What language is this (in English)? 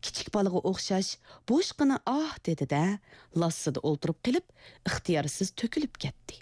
Uyghur